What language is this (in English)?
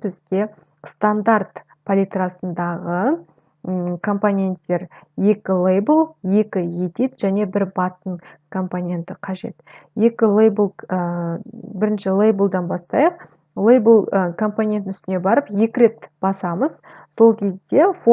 Kazakh